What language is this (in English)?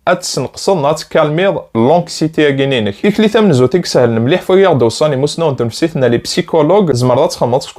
Kabyle